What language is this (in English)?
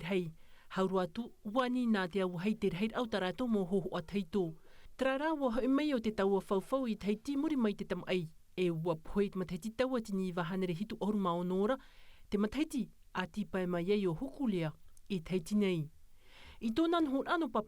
Tahitian